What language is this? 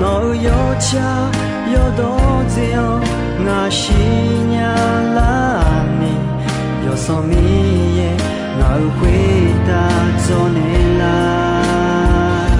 Akha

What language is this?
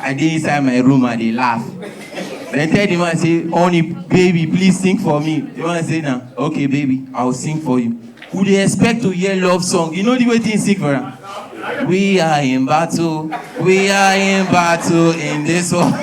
Nigerian Pidgin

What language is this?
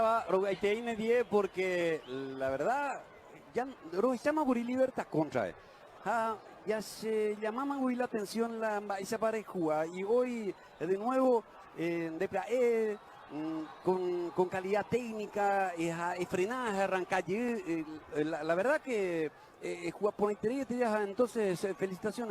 Guarani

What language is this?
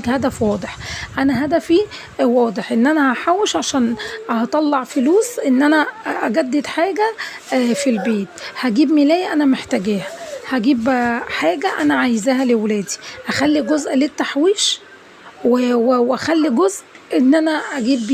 Egyptian Arabic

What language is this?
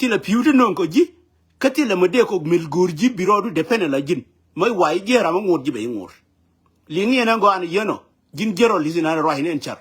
Nuer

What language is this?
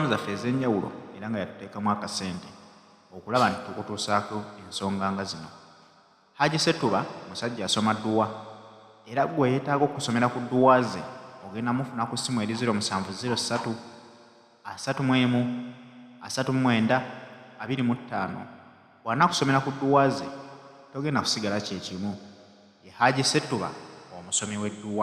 Ganda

